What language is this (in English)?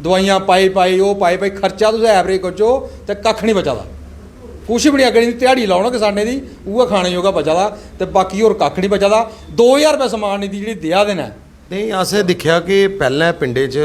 Dogri